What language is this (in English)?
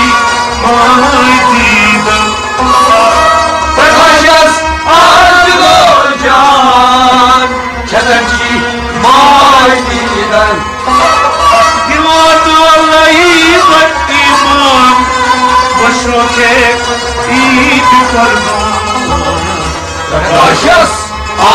Kashmiri